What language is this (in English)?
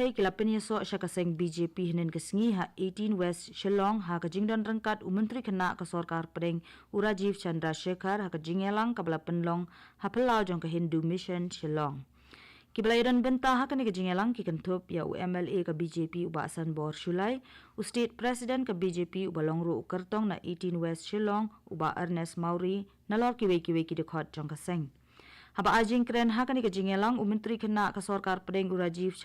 Khasi